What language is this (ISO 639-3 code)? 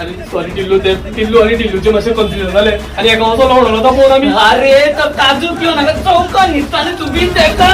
kok